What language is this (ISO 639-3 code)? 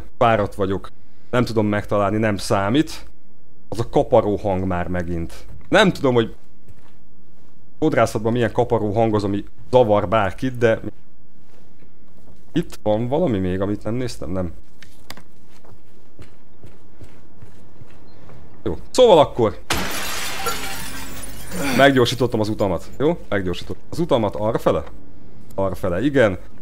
hun